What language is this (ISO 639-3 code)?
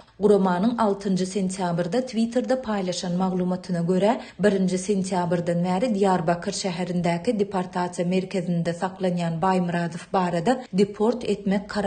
tuk